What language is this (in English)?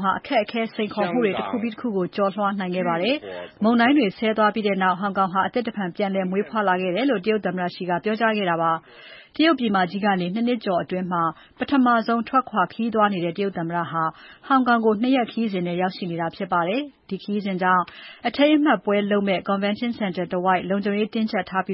Burmese